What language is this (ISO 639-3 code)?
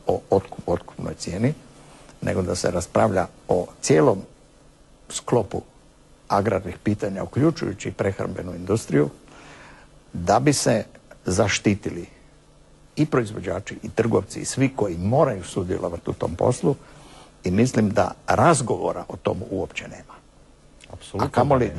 hrv